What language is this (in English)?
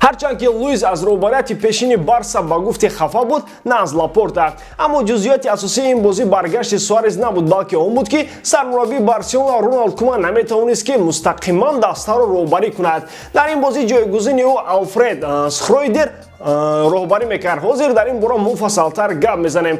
Tajik